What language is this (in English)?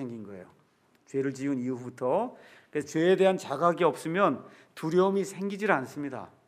Korean